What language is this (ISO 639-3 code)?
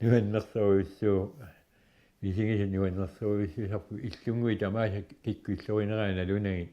kal